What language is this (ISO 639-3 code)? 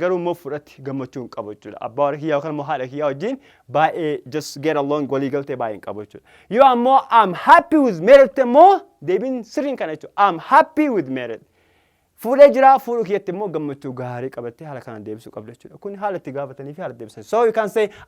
orm